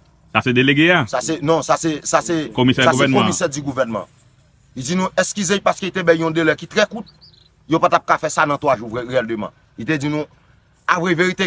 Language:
Haitian Creole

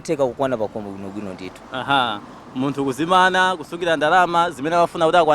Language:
Nyanja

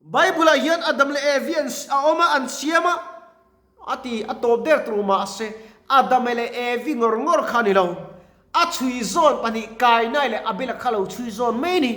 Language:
Mizo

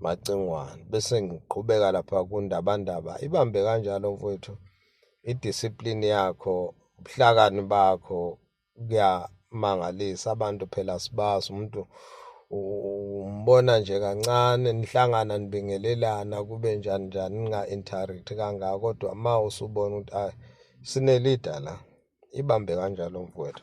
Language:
Zulu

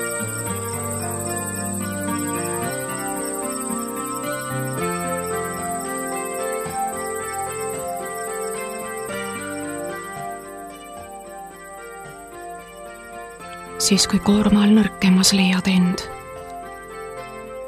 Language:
Estonian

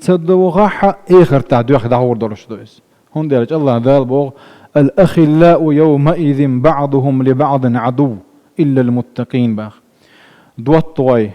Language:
Chechen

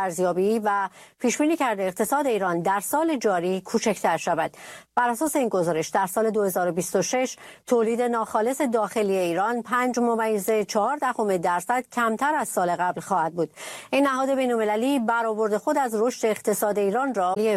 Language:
Persian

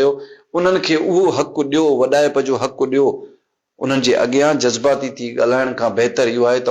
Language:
Sindhi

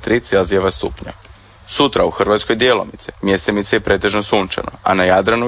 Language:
Croatian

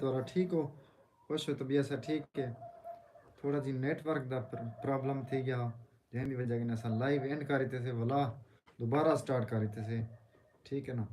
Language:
Saraiki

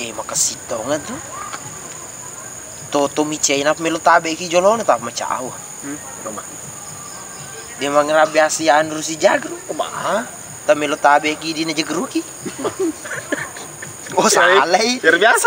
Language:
Indonesian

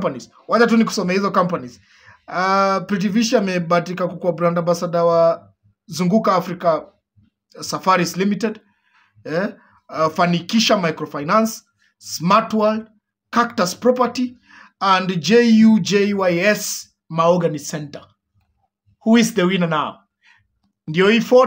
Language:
Swahili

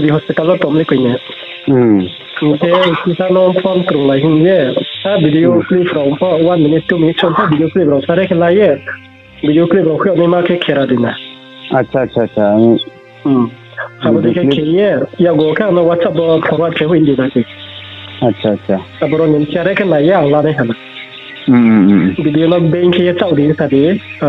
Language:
Riang (India)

